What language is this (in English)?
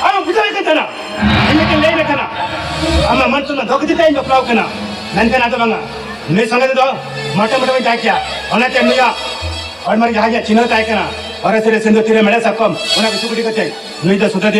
Santali